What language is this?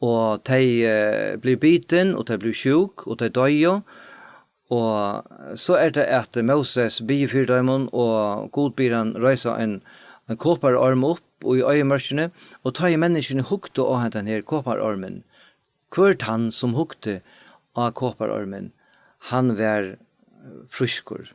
Faroese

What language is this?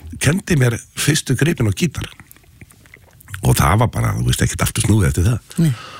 Icelandic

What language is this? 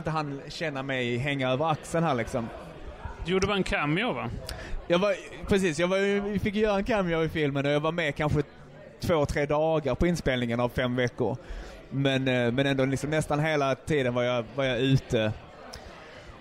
Swedish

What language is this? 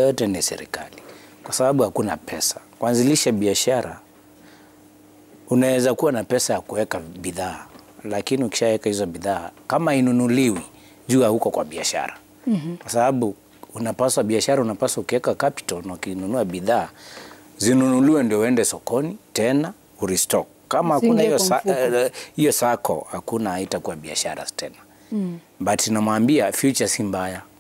Swahili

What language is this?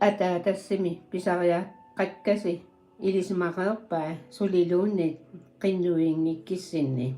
Kalaallisut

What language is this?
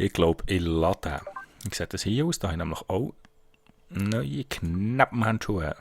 Swiss German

